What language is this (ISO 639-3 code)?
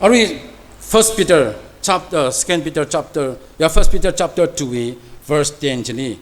nmf